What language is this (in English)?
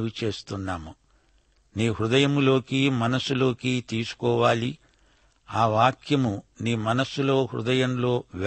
Telugu